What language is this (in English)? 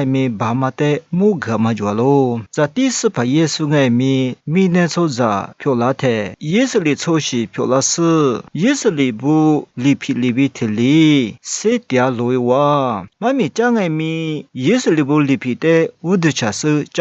Lisu